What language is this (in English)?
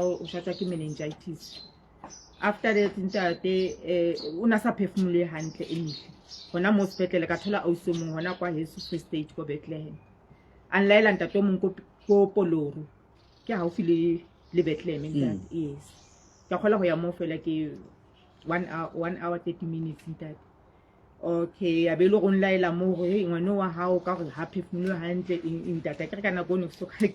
Southern Sotho